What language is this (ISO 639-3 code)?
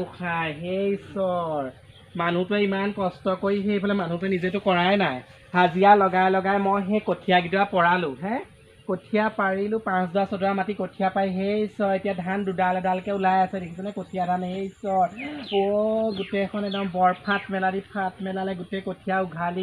asm